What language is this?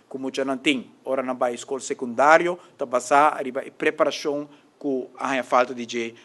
Papiamento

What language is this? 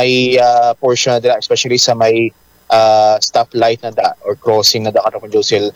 Hiligaynon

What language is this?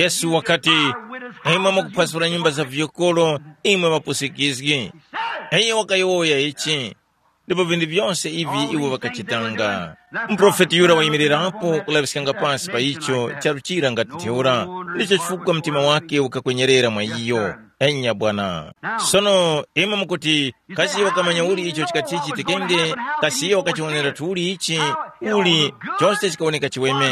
Tumbuka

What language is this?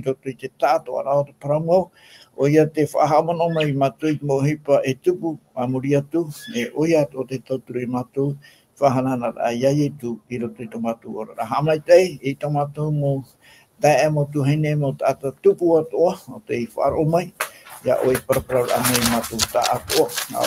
Tahitian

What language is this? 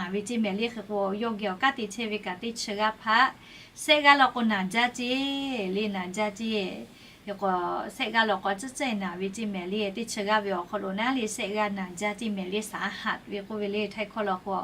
Lahu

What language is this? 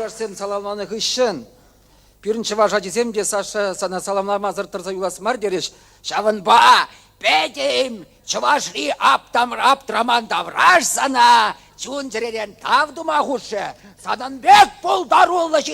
Chuvash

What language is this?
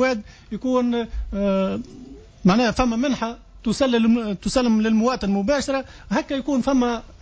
Tunisian Arabic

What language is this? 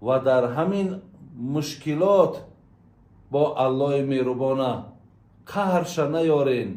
Tajik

